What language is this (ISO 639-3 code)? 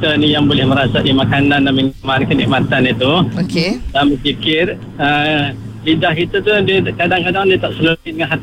msa